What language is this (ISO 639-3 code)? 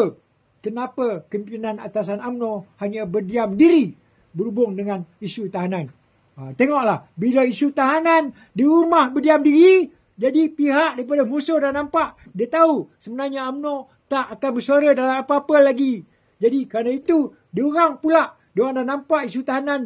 msa